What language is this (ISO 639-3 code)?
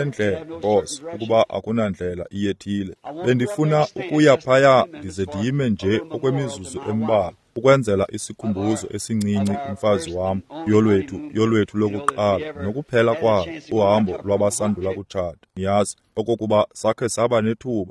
xho